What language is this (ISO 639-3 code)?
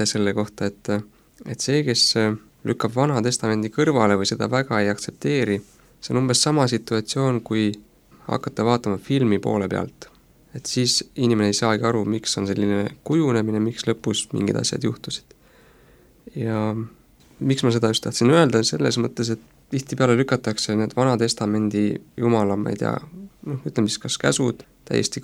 est